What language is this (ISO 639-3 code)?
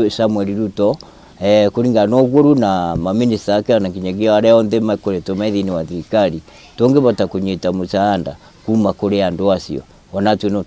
kik